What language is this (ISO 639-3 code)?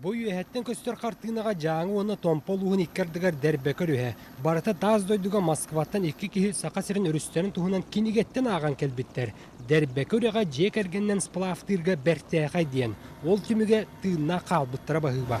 sah